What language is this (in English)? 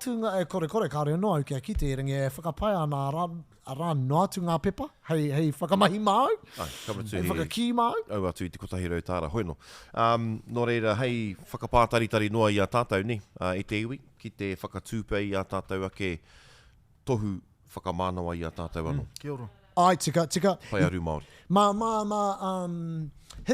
Māori